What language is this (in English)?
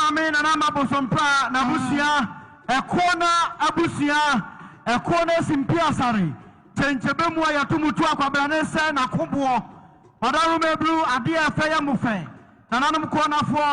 Akan